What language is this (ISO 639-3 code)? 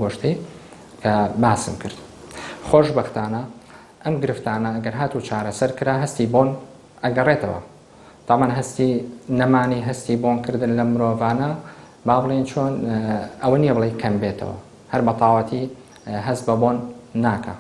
ckb